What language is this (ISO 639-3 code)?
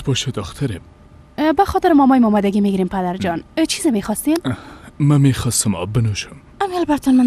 fas